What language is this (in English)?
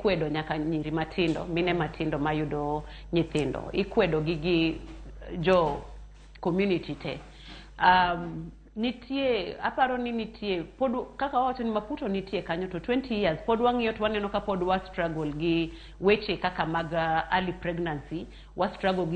Luo (Kenya and Tanzania)